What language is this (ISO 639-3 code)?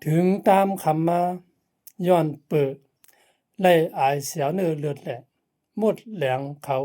shn